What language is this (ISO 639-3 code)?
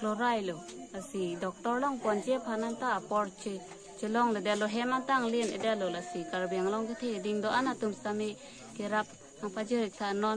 mjw